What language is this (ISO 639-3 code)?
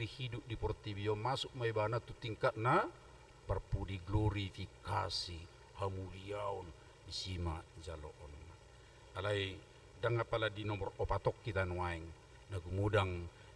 bbc